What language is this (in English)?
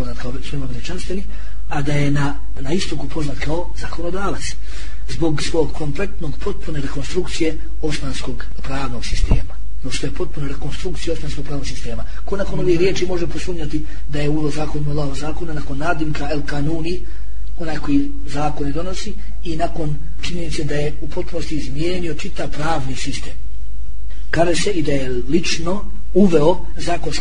Bosnian